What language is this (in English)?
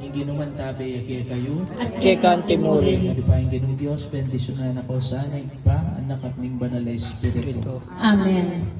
Pampanga